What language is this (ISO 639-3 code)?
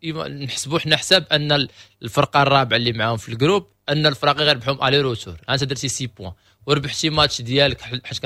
ary